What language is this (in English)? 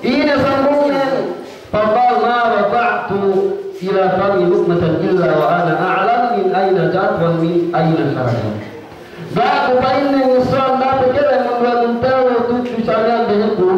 Yakan